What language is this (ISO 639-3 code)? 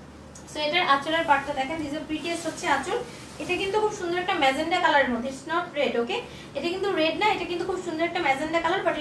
ben